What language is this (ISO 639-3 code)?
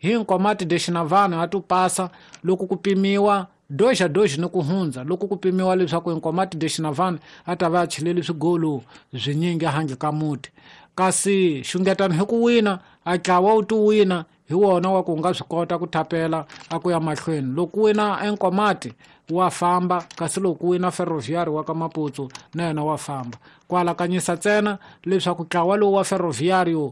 tso